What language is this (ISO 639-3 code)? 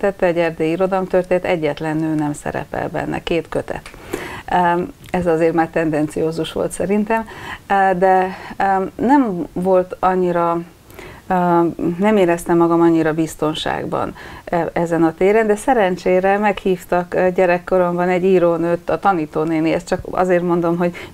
hun